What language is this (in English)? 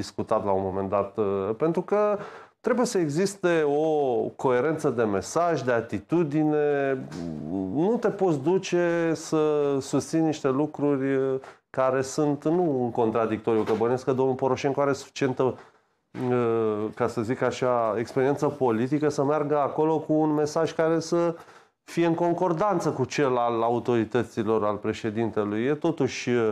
Romanian